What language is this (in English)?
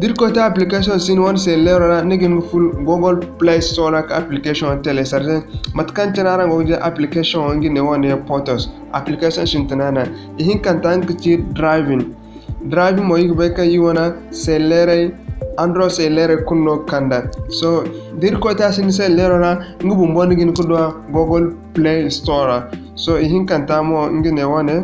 Zarma